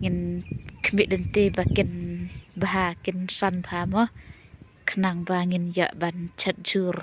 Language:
Khasi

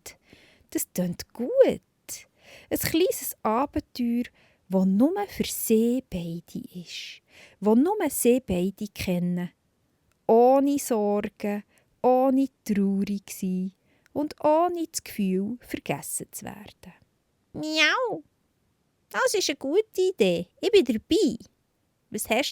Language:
Swiss German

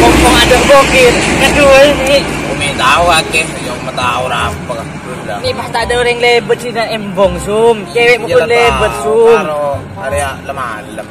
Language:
Madurese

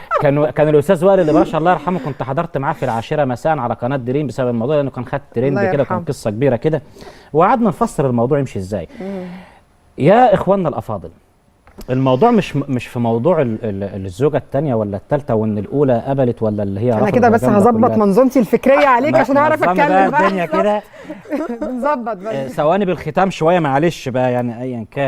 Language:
Egyptian Arabic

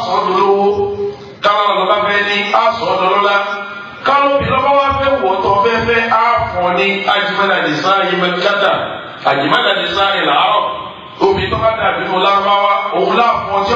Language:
Yoruba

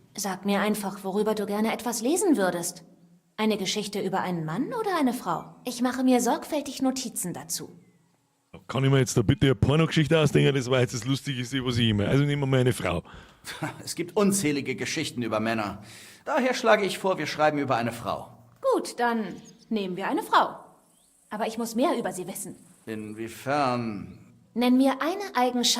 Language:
Bavarian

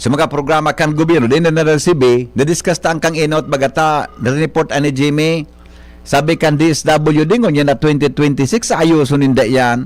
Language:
Bikol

